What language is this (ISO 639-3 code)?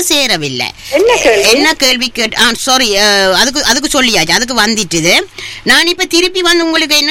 tam